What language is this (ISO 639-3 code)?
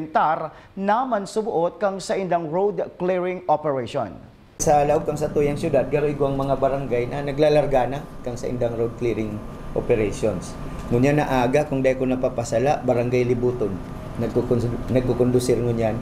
bik